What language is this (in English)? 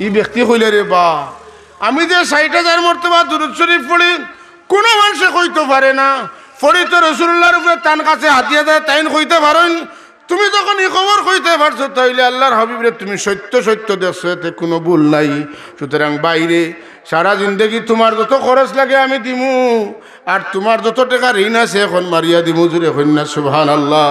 Sylheti